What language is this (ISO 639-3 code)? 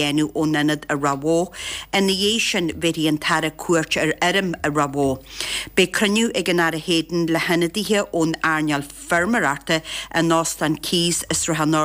gle